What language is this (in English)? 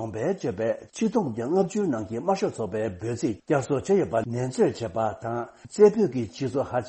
Tibetan